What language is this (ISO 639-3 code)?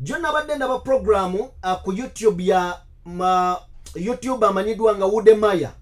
lug